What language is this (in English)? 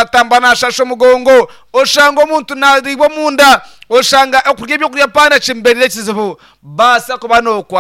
Nyankole